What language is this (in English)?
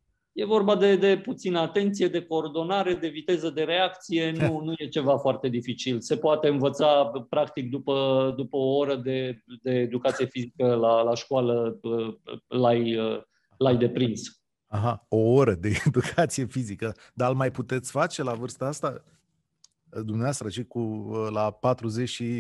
Romanian